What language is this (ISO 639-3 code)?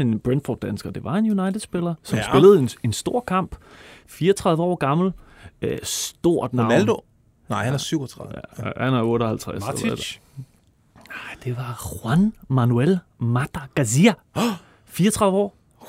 dan